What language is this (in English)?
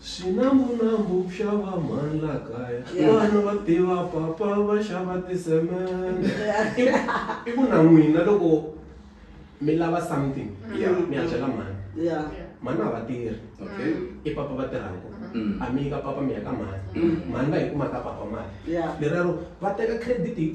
Tsonga